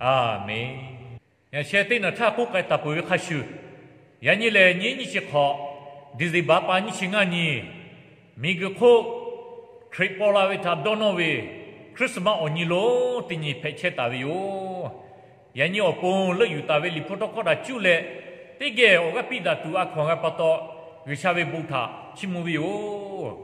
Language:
Lahu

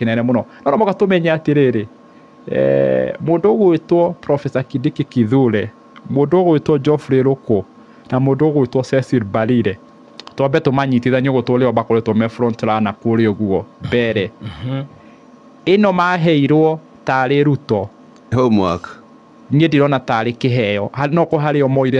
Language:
Kikuyu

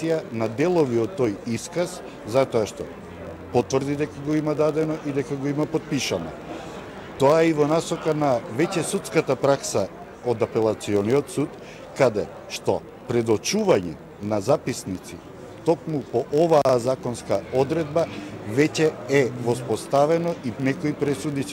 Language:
Macedonian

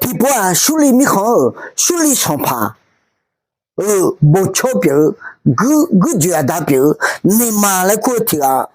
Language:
Akha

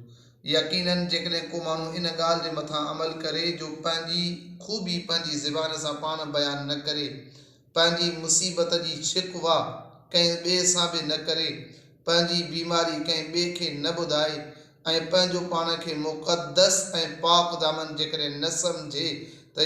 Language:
Sindhi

